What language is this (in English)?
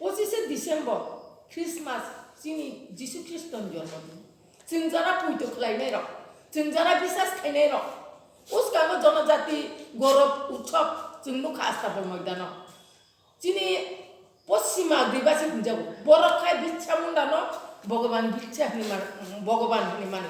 Kok Borok